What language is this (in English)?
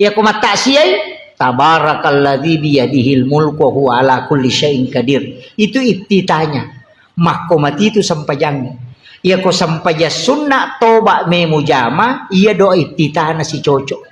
Buginese